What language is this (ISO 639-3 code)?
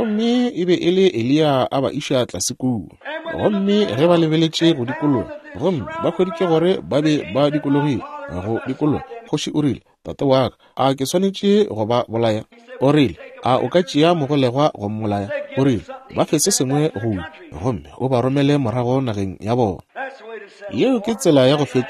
nso